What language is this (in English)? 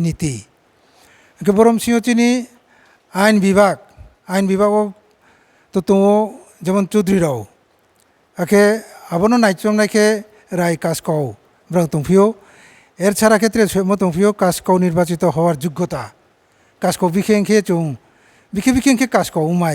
Riang (India)